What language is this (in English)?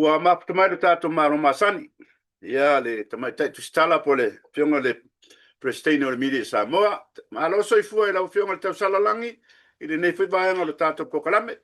Samoan